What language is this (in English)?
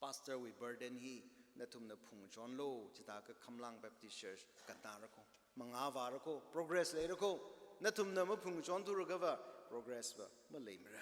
Tangkhul Naga (India)